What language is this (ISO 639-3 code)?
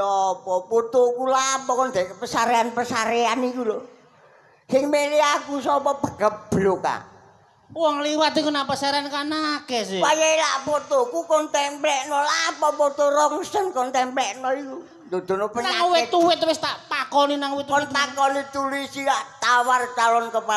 jav